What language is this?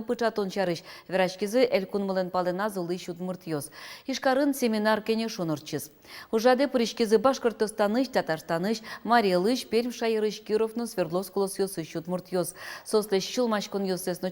Udmurt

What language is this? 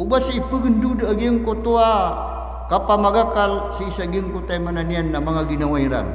Maranao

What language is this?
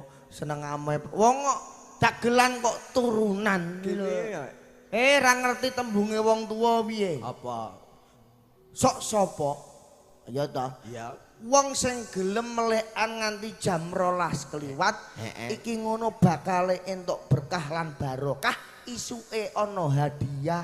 Javanese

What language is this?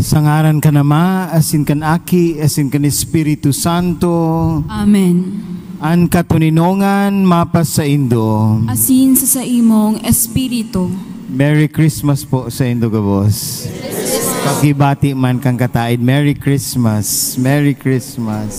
Bikol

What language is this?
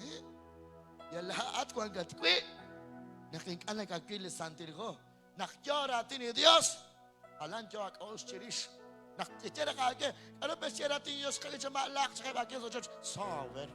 Kekchí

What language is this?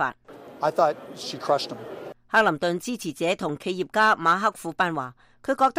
Cantonese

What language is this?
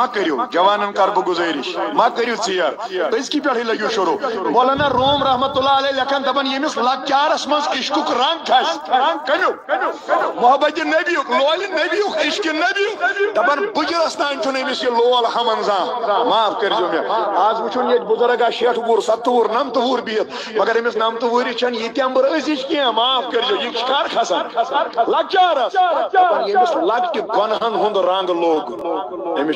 Kashmiri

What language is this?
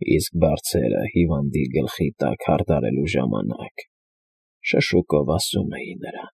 Armenian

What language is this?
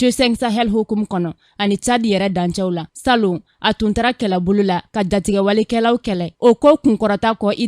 Bambara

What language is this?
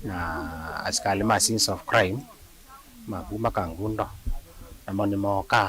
Kamba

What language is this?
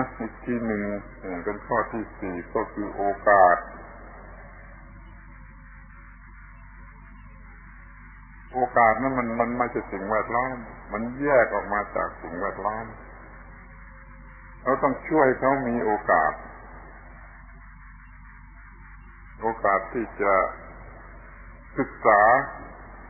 Thai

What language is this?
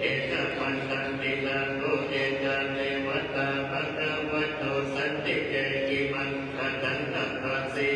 Pali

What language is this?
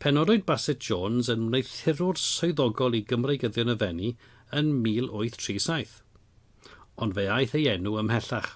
Welsh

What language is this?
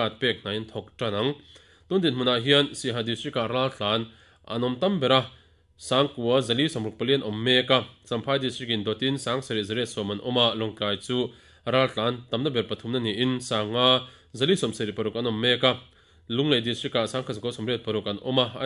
Mizo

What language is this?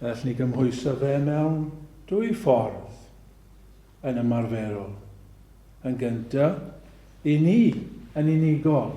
Welsh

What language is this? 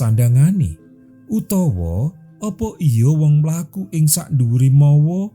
Javanese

